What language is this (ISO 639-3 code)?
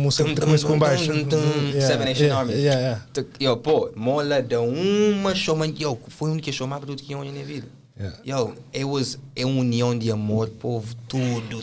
kea